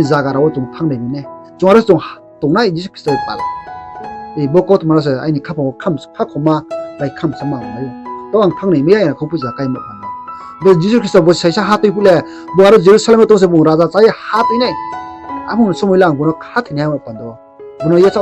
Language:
Riang (India)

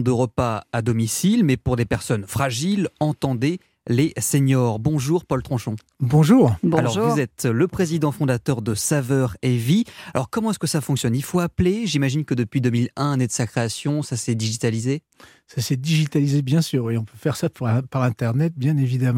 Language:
French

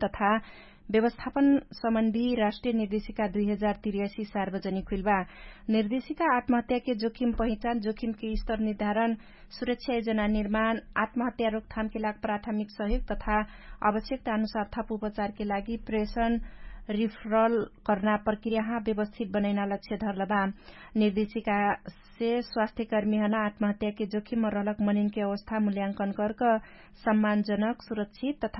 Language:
Dangaura Tharu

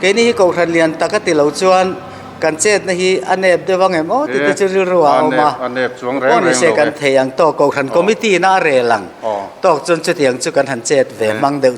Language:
Mizo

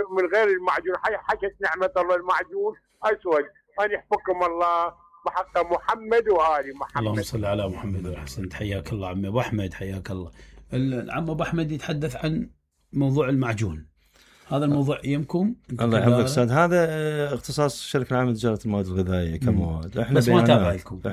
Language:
Mesopotamian Arabic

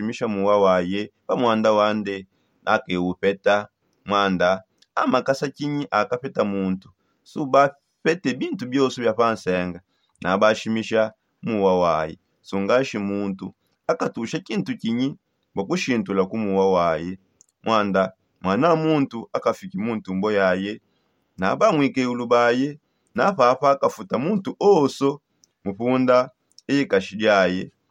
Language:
Songe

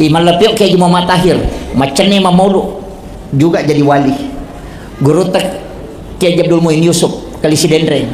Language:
Buginese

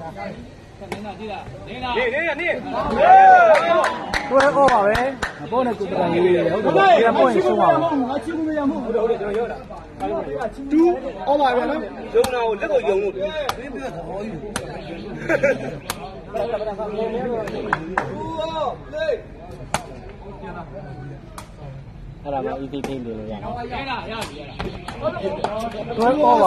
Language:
Burmese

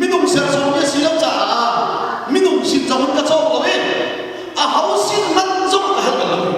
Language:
Hakha Chin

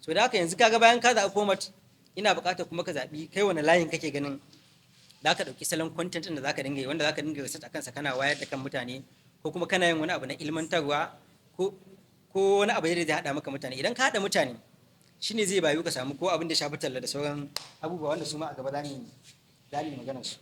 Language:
Hausa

